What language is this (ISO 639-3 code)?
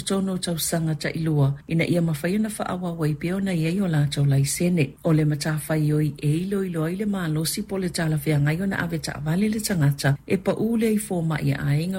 smo